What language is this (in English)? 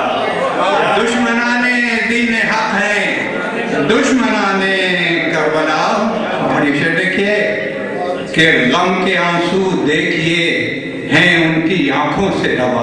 Urdu